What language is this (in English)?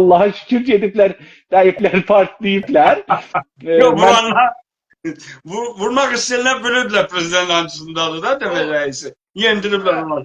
South Azerbaijani